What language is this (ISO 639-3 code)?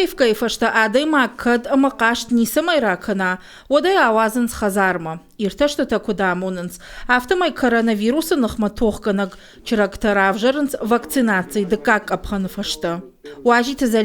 oss